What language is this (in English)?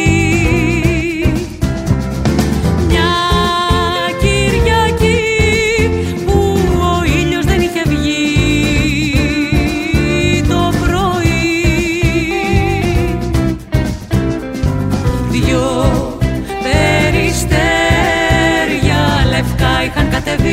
Greek